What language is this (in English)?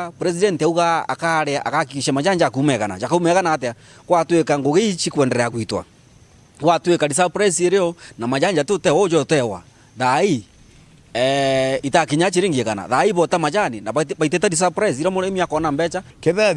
Meru